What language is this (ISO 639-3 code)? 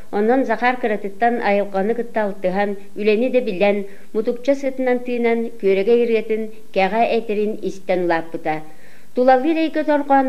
sah